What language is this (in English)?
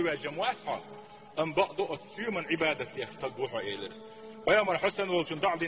Chechen